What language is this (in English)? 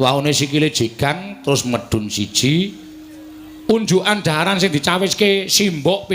Javanese